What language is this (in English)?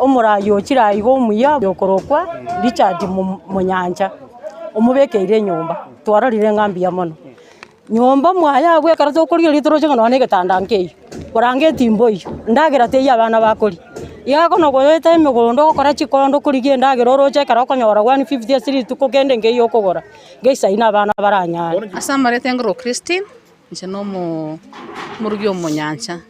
Gusii